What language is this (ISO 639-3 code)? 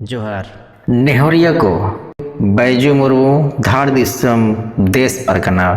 sat